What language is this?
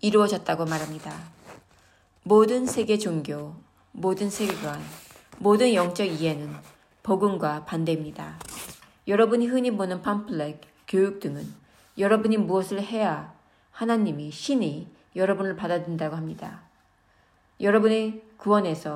Korean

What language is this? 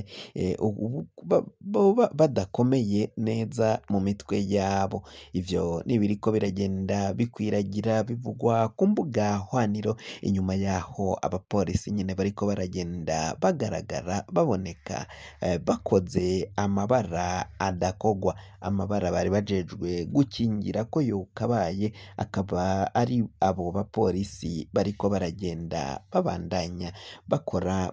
Rundi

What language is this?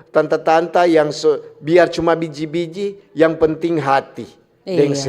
Manado Malay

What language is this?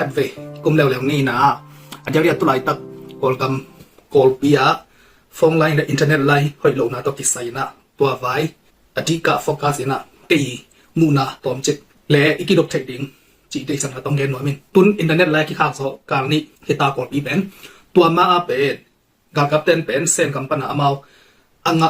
Tedim Chin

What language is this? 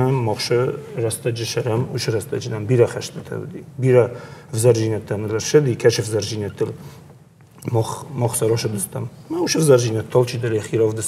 Ossetic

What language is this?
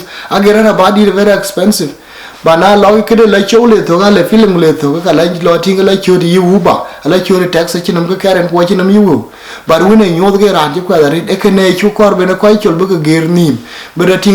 Dinka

